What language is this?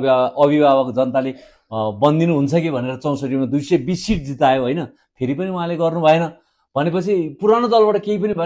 Nepali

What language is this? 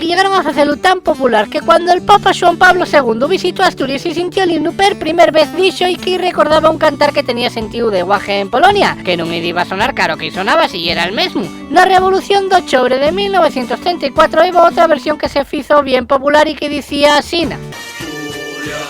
Asturian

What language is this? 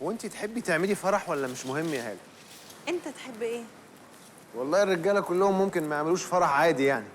Egyptian Arabic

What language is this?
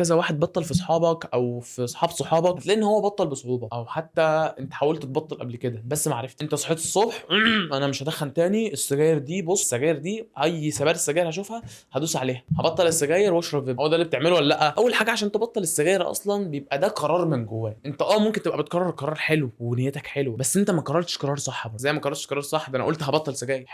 Egyptian Arabic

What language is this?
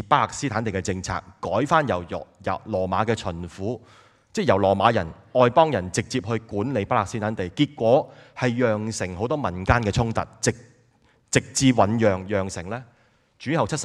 Cantonese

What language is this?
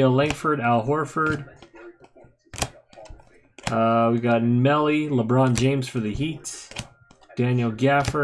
English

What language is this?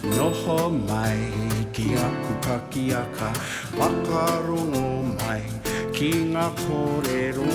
Māori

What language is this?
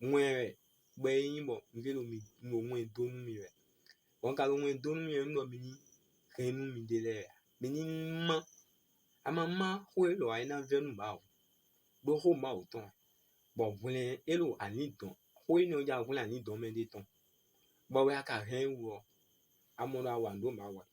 Fon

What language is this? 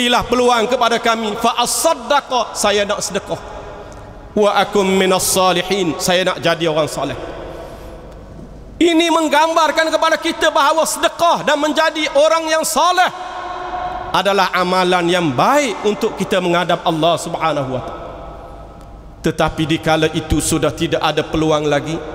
Malay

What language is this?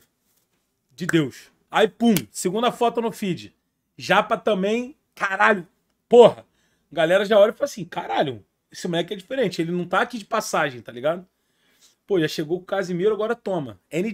Portuguese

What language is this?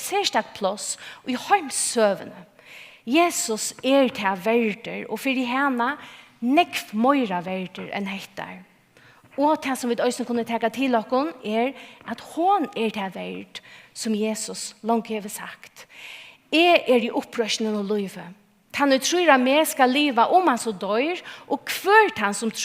Faroese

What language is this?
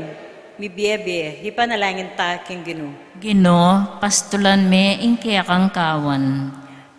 Pampanga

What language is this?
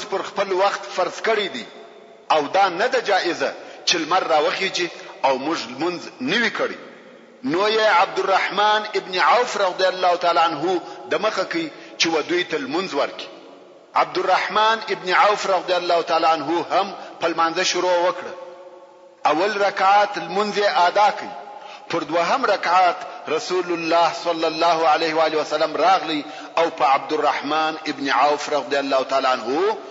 Pashto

